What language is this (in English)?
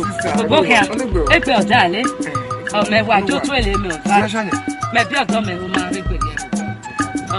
Esan